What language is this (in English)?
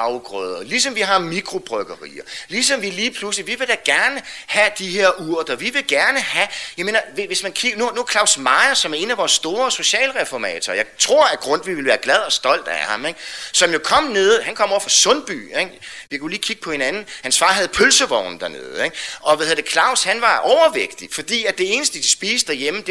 Danish